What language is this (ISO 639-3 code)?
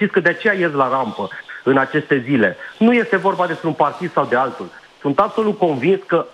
ron